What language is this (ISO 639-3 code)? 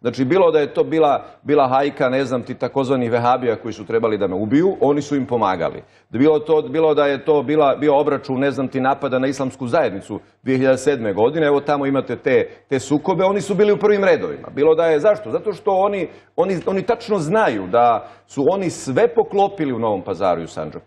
bos